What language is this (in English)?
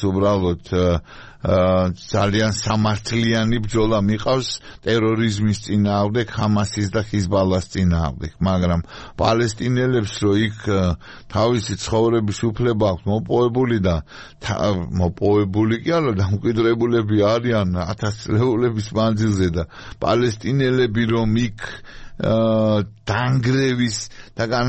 Georgian